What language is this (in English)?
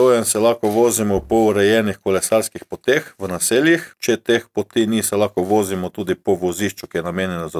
Slovenian